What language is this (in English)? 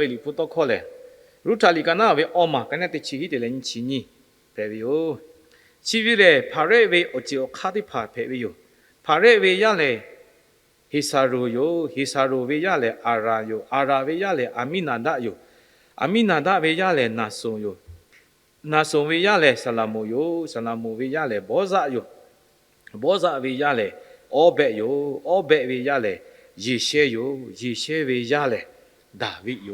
Lahu